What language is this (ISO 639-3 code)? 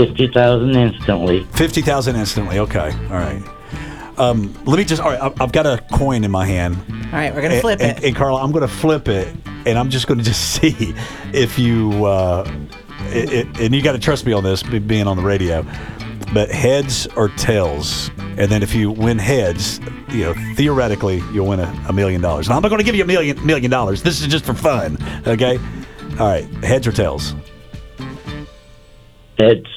eng